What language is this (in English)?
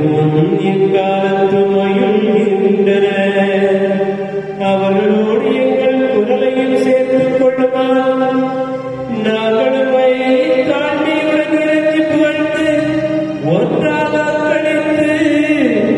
Tamil